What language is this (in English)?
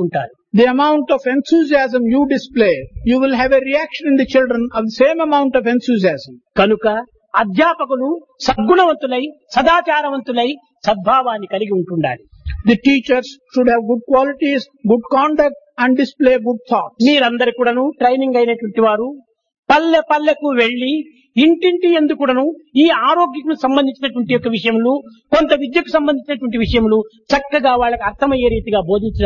Telugu